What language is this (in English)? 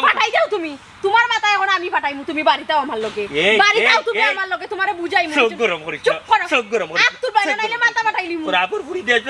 Sylheti